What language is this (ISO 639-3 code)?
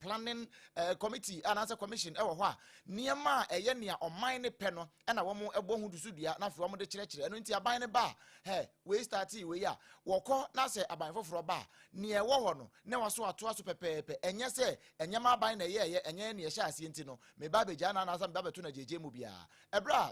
aka